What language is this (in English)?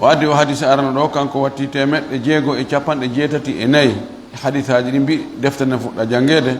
Fula